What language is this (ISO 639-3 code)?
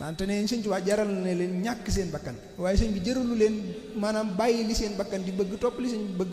wol